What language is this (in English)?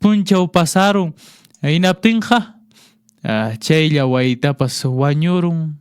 Quechua